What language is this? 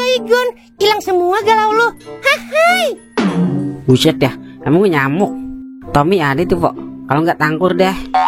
Betawi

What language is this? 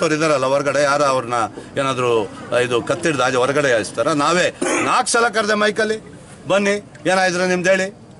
Kannada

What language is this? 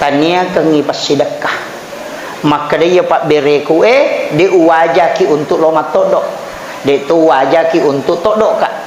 Buginese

